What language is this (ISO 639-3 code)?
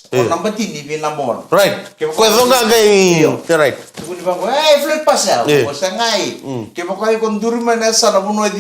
fij